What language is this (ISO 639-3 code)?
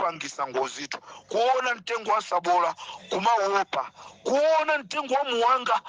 nya